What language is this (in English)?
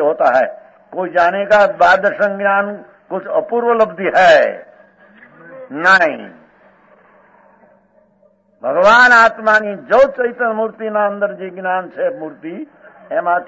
Gujarati